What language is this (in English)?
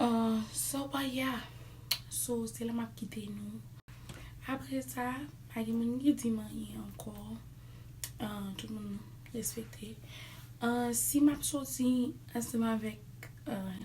Haitian Creole